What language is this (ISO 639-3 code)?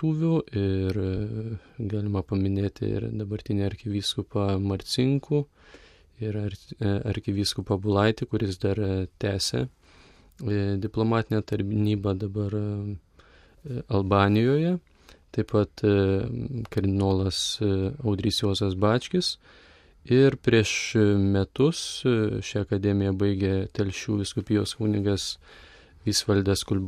lit